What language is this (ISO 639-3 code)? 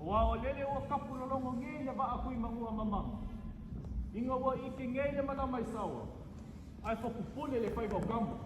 smo